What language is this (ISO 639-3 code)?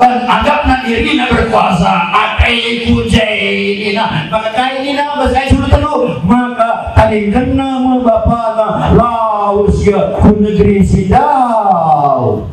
btx